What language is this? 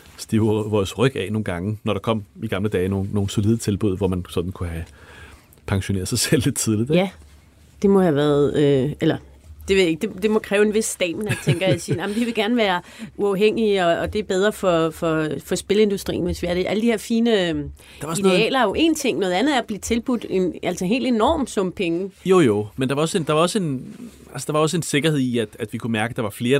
Danish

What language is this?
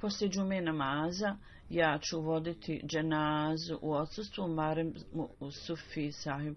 Bosnian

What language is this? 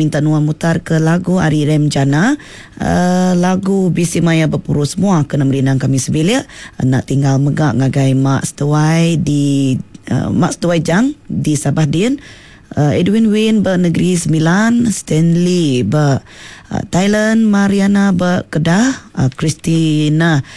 Iban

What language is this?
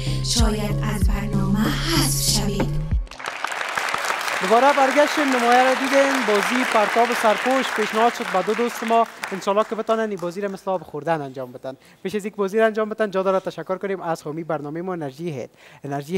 Persian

